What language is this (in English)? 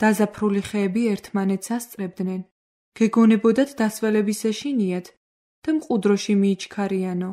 Georgian